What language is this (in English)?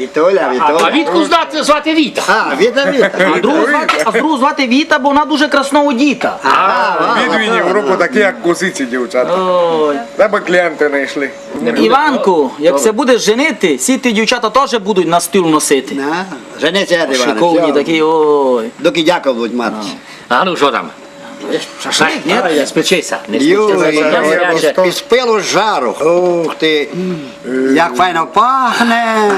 Rusyn